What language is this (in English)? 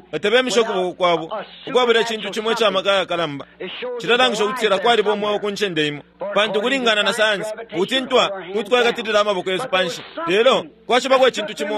Bemba